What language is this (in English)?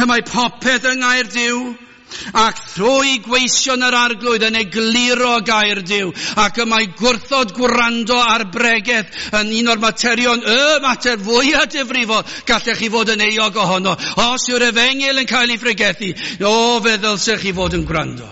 Welsh